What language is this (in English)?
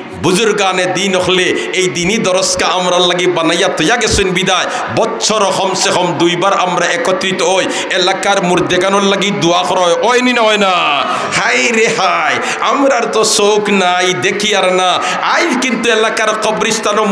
Sylheti